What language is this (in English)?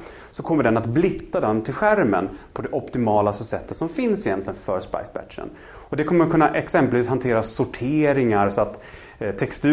Swedish